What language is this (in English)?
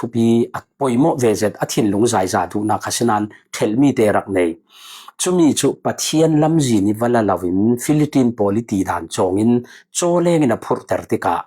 Falam Chin